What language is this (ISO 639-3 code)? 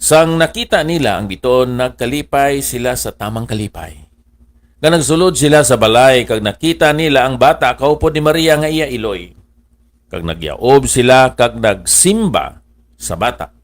hil